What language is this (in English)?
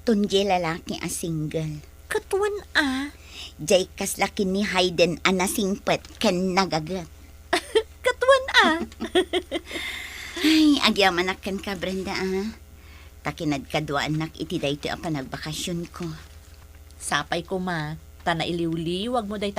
Iloko